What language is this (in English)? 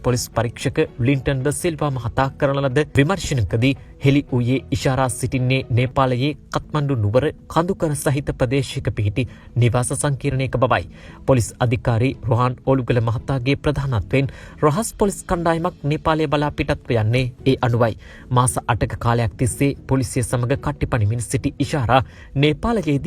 Sinhala